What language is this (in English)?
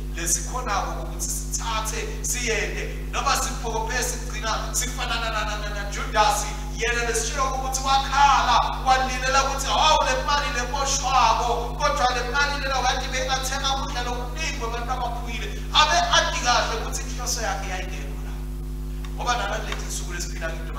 Swati